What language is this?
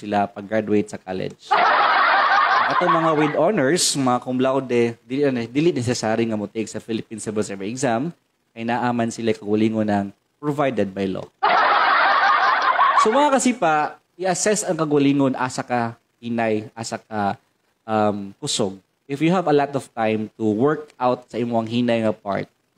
Cebuano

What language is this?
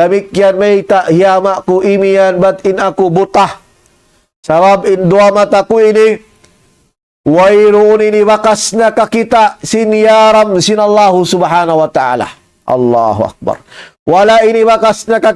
Tausug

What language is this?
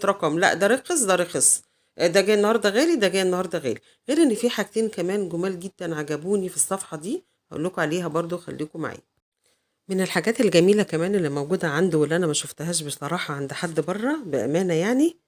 Egyptian Arabic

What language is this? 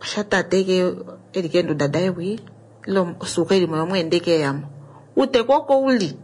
Kuanyama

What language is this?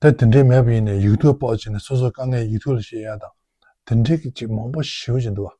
Tibetan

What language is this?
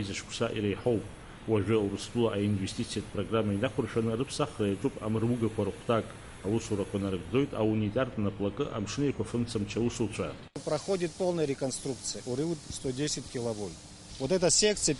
Abkhazian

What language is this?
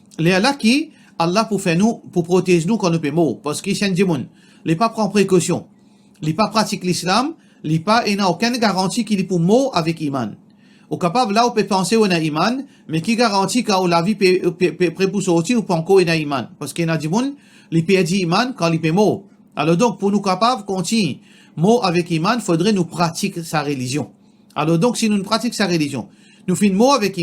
Morisyen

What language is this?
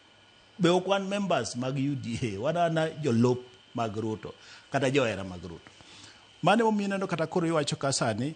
Luo (Kenya and Tanzania)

